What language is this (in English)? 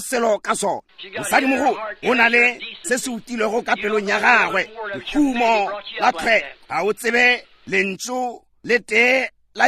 Northern Sotho